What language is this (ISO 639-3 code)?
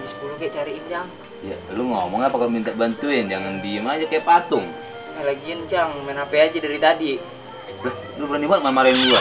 bew